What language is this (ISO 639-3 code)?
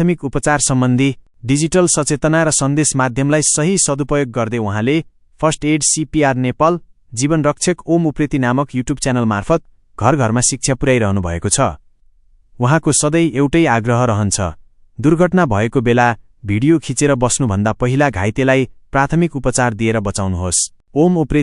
nep